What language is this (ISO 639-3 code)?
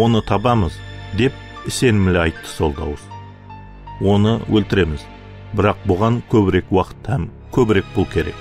kaa